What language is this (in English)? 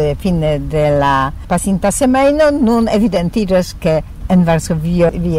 Esperanto